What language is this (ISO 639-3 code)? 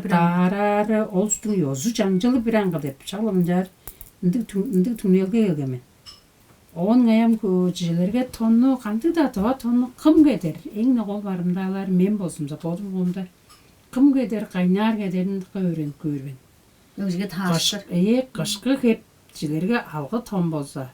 tyv